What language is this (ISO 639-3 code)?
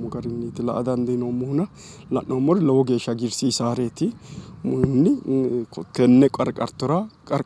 sid